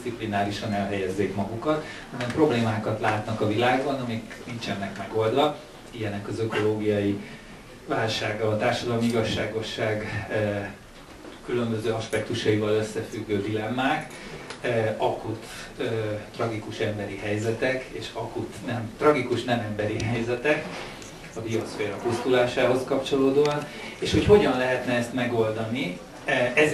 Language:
Hungarian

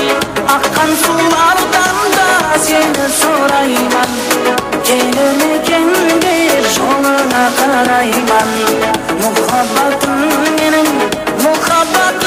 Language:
Kara-Kalpak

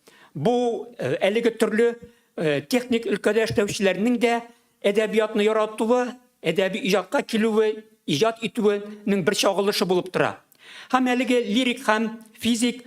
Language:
Tatar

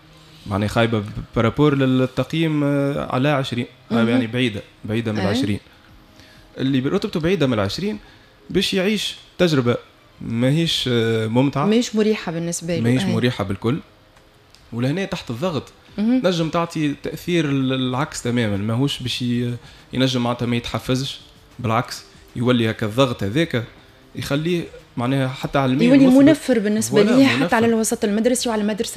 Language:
Tunisian Arabic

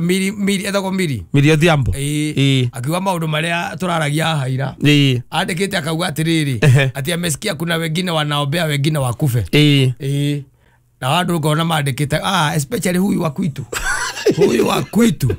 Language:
Kikuyu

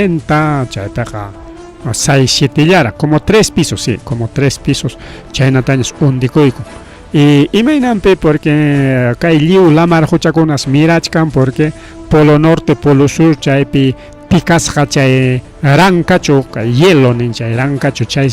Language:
Ayacucho Quechua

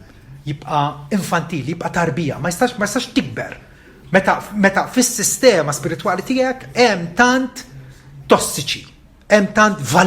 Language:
Maltese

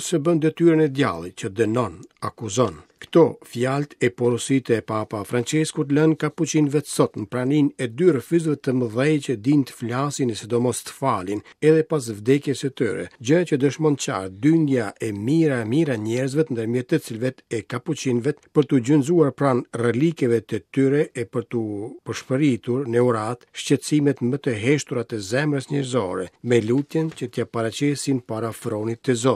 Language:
Albanian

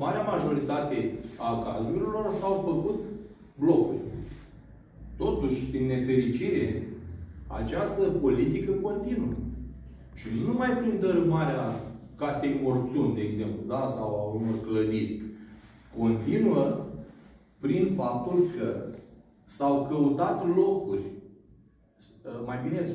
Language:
Romanian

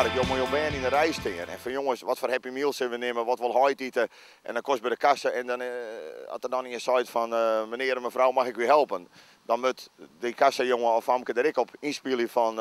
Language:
Western Frisian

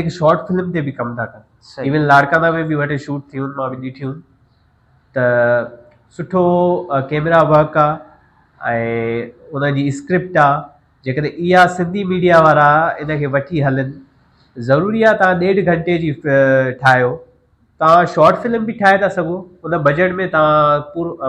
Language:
Sindhi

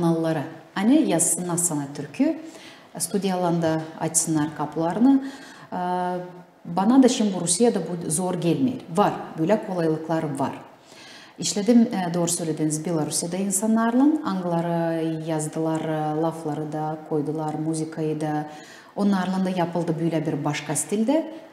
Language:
Gagauz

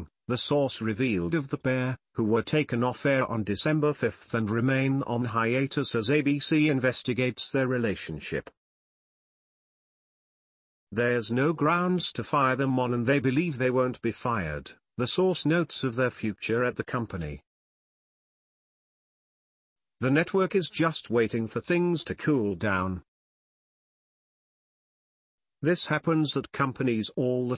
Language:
English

